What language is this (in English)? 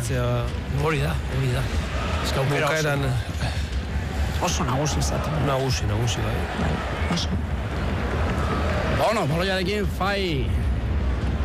Basque